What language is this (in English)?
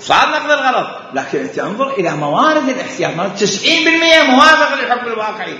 Mesopotamian Arabic